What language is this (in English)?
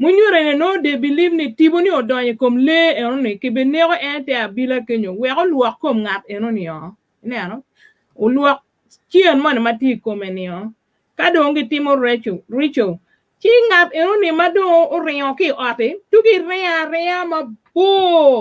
Acoli